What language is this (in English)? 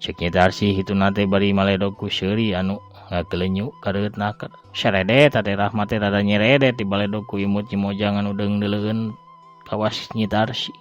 Sundanese